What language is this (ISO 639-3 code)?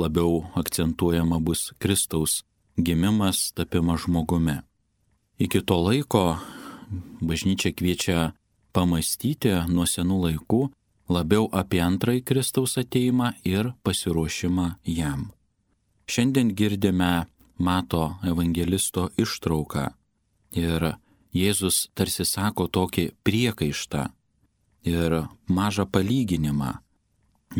lit